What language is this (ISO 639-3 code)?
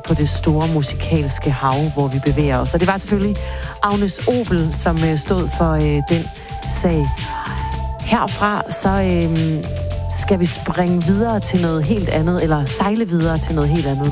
dan